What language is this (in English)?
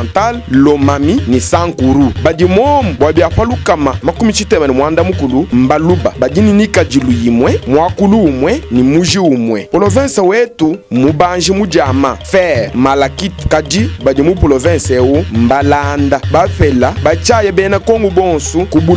Luba-Lulua